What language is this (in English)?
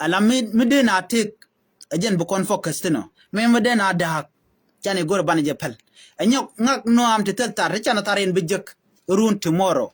Nuer